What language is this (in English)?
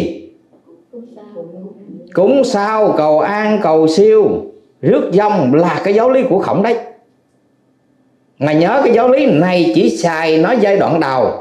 Vietnamese